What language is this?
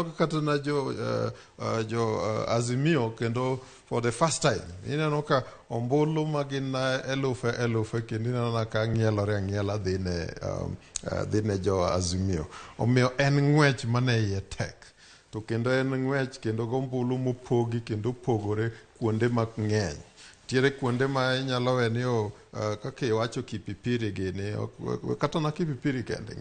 Luo (Kenya and Tanzania)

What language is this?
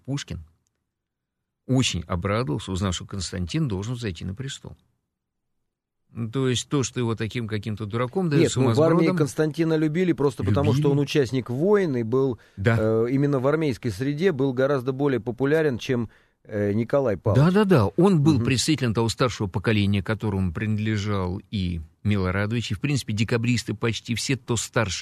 Russian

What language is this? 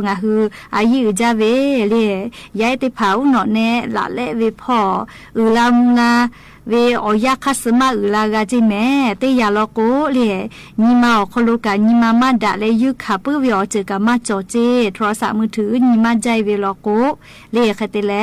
Lahu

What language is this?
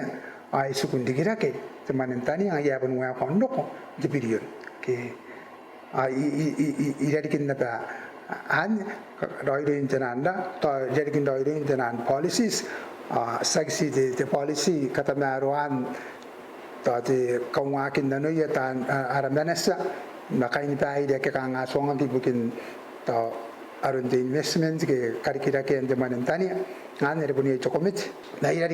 Gilbertese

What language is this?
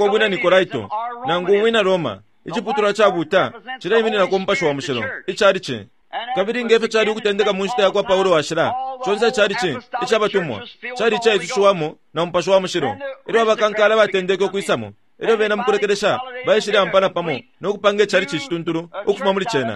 Bemba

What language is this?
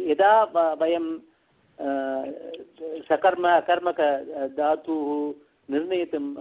Sanskrit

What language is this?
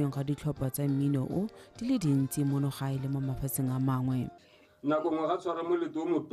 Tswana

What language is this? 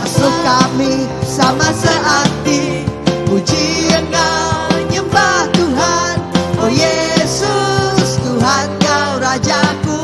Iban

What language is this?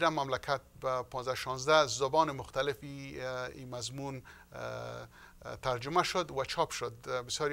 Persian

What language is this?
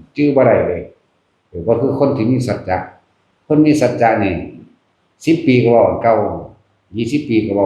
Northeastern Thai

